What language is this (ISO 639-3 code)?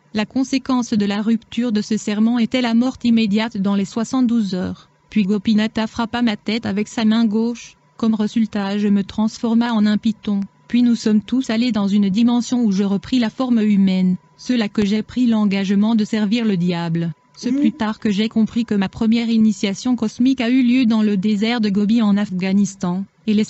fra